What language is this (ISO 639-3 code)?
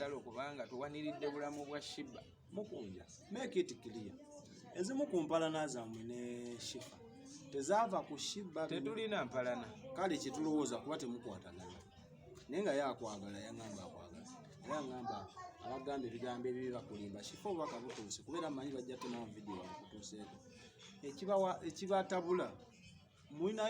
lug